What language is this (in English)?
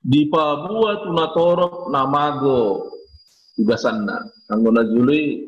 Batak Toba